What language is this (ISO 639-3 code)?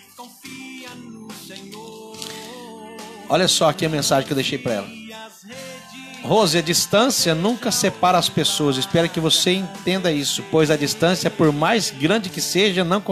por